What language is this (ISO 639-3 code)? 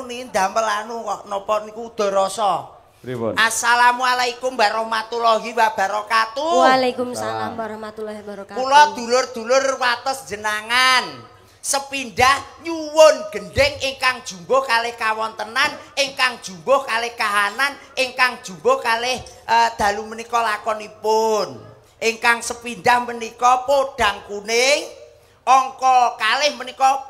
jav